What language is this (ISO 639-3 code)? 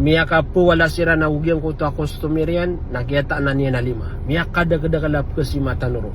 mrw